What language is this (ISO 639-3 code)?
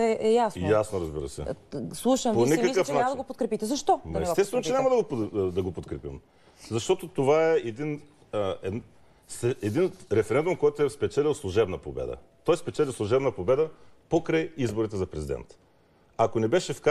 bul